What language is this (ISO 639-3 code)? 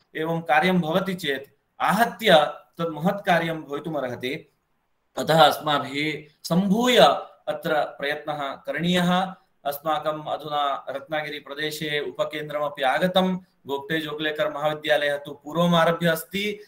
san